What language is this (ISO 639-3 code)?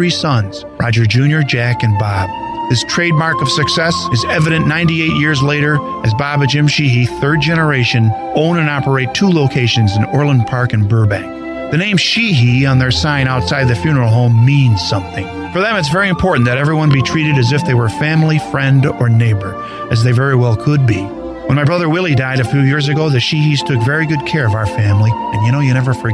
eng